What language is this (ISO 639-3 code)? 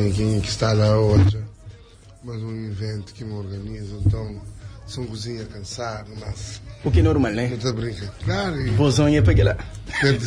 kea